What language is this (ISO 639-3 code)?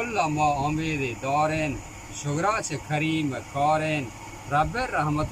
bgp